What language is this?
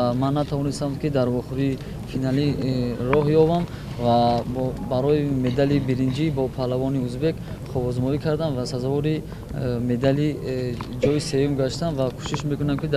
Tajik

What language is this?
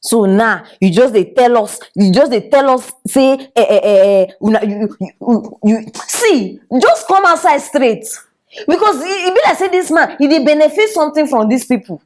Nigerian Pidgin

